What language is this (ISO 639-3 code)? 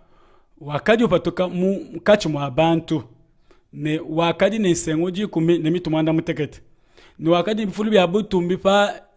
lua